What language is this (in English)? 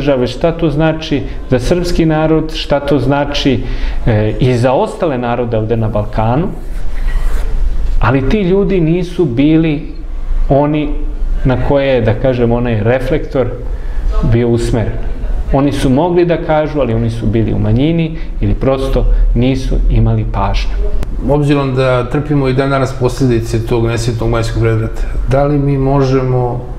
Serbian